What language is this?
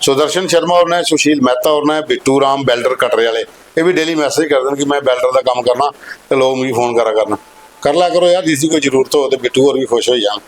Dogri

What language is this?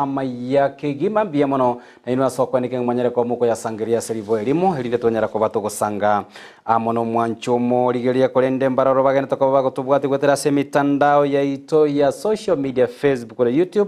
Gusii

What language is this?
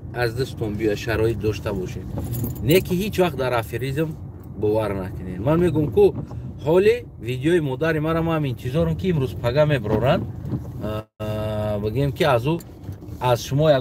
Tajik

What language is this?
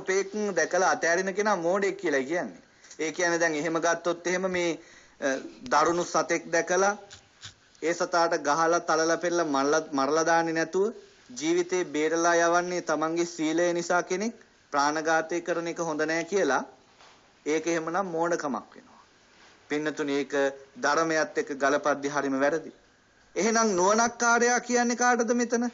Sinhala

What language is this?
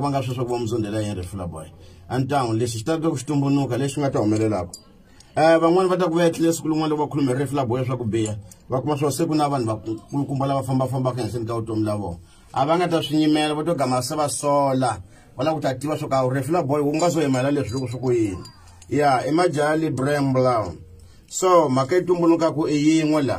Tsonga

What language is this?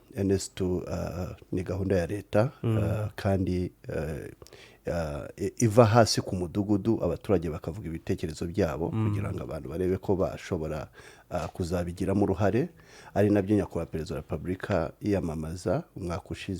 Kinyarwanda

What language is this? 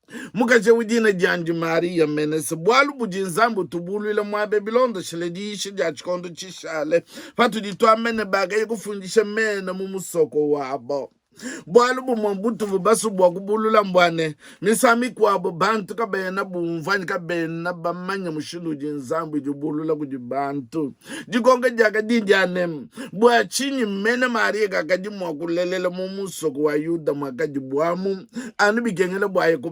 Luba-Lulua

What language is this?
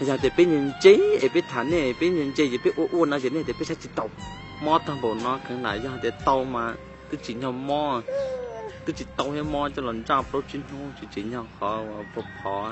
Hmong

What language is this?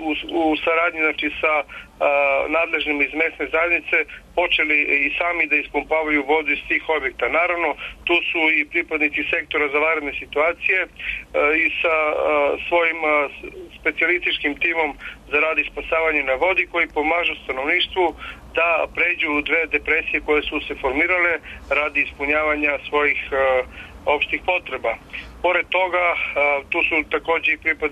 Serbian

